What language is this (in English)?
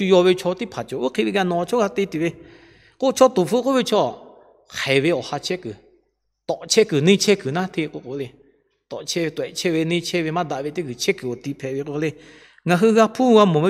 Lahu